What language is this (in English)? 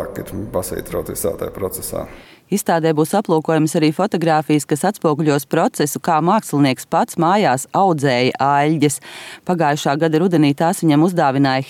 Latvian